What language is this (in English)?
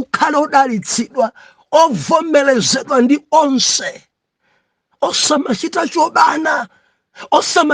Nyanja